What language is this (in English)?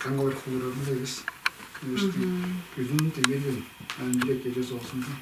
Tuvinian